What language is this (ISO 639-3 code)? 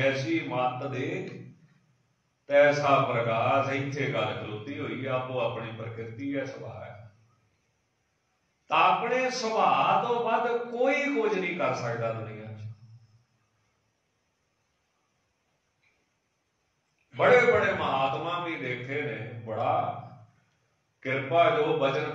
pan